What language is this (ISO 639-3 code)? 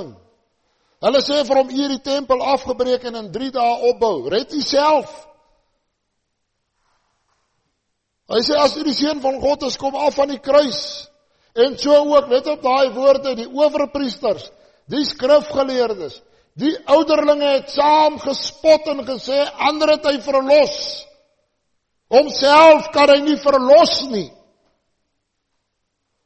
afr